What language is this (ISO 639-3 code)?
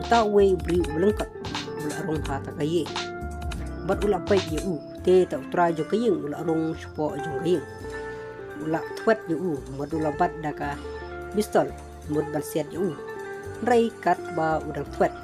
kha